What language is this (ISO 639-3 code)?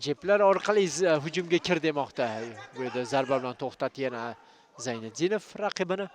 uzb